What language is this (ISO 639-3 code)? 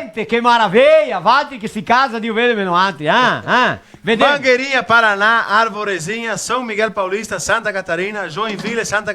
vec